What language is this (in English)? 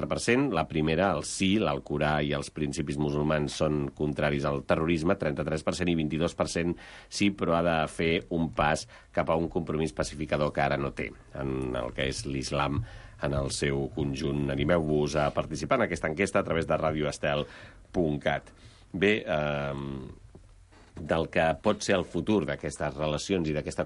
Catalan